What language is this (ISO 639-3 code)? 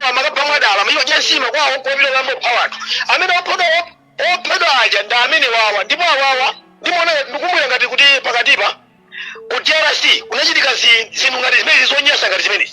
nya